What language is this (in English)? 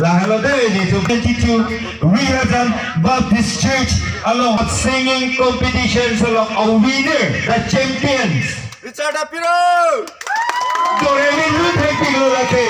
Karbi